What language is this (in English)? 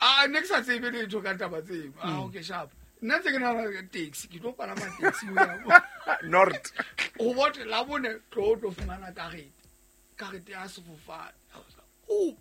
Southern Sotho